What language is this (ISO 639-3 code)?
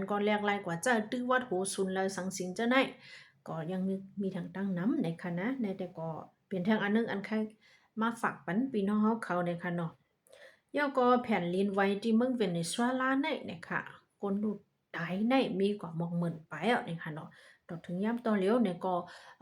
shn